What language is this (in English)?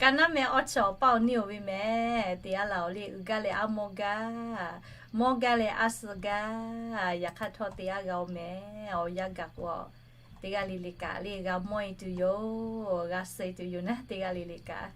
Lahu